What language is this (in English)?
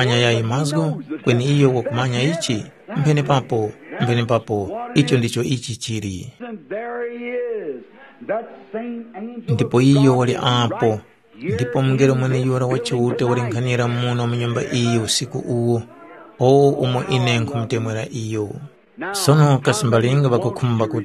Tumbuka